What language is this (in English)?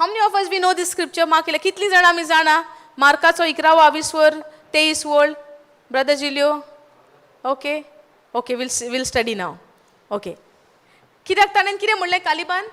Konkani